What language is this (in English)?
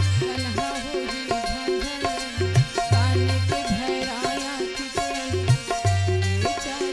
Chhattisgarhi